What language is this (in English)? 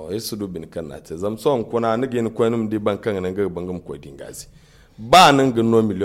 Zarma